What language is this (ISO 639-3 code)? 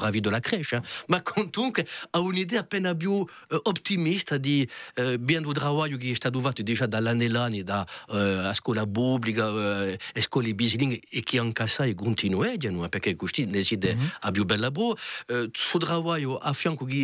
cos